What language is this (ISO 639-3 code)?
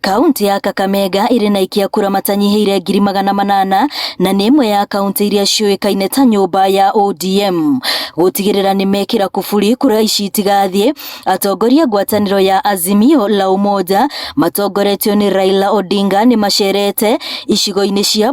kik